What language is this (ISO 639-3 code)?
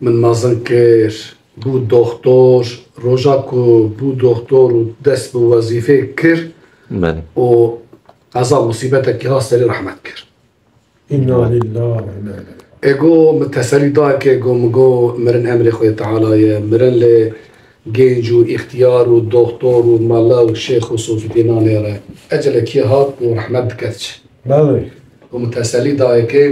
kur